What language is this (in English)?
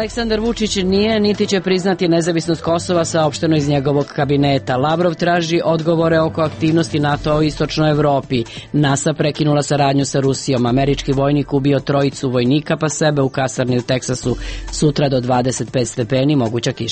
Serbian